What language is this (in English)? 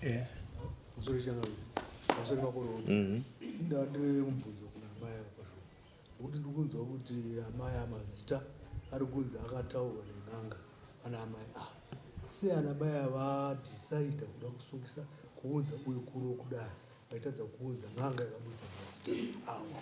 Shona